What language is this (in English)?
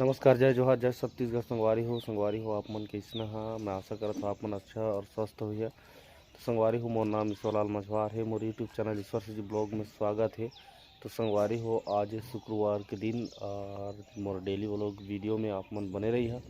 Chhattisgarhi